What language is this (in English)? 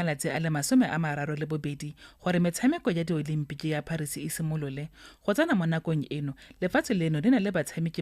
Tswana